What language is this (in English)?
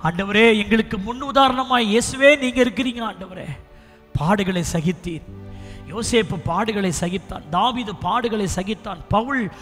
Tamil